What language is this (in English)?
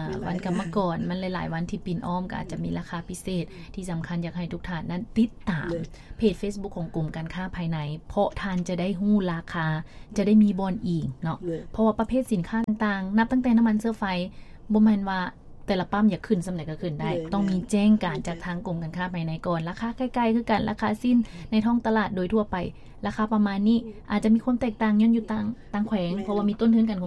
Lao